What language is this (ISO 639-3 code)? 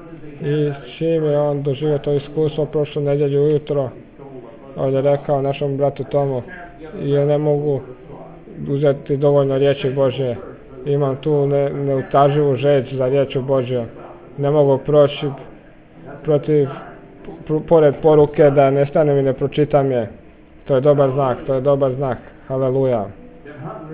hrv